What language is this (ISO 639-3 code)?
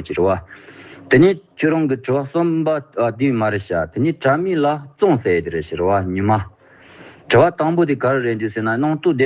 bod